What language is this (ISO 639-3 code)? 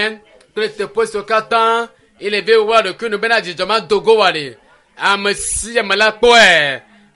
ewe